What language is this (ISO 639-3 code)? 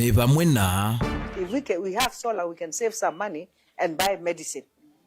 kam